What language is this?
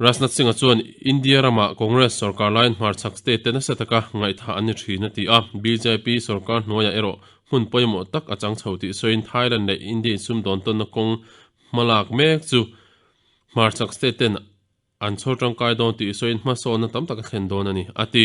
Mizo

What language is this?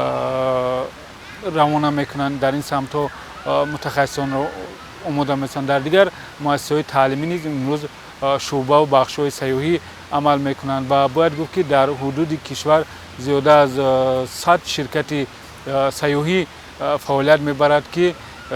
Tajik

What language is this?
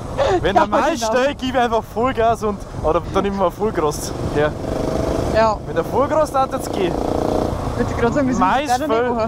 Bavarian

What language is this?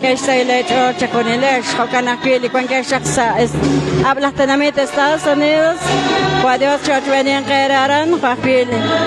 Kekchí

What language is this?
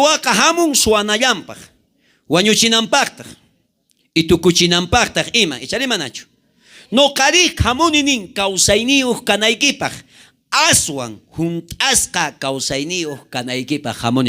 South Bolivian Quechua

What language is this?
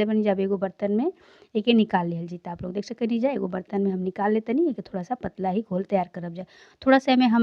Bhojpuri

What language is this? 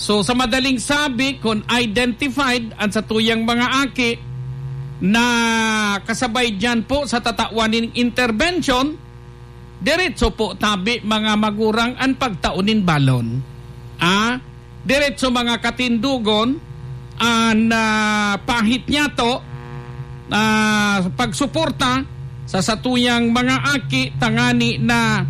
Bikol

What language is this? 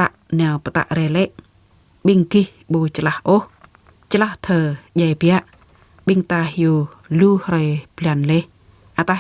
Jarai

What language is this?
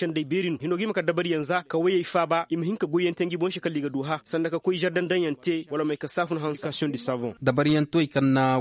Koyraboro Senni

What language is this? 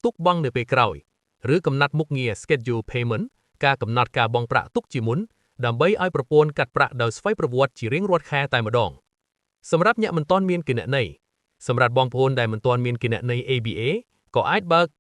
Khmer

